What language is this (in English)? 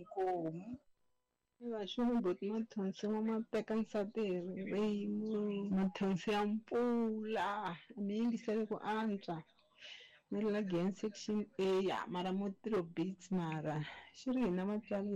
Tsonga